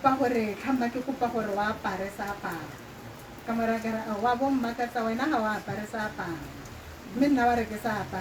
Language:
Tswana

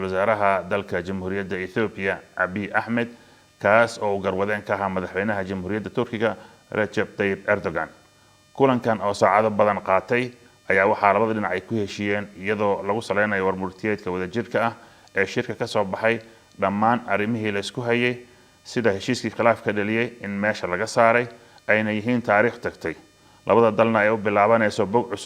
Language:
Somali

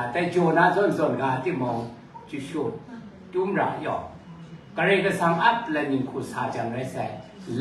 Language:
Kachin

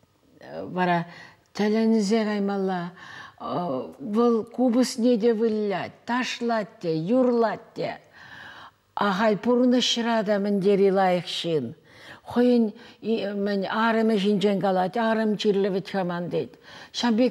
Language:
Chuvash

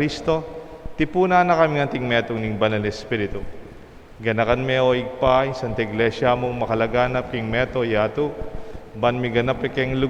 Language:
Pampanga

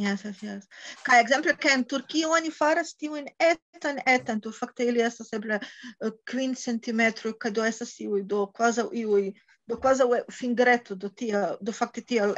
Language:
Esperanto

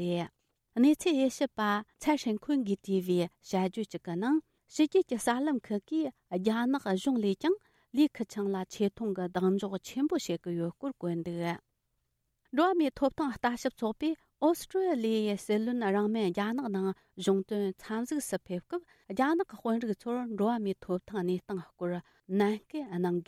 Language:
Tibetan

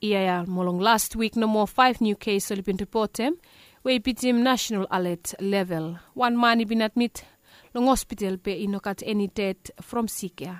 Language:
Bislama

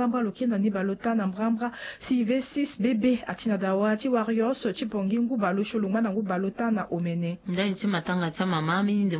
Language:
Sango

